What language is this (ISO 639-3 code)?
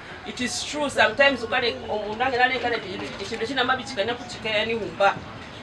nyn